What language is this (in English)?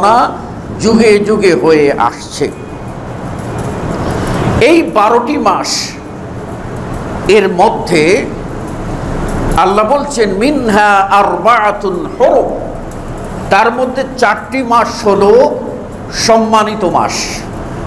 Bangla